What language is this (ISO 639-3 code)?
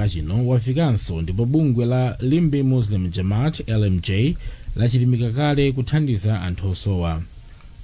nya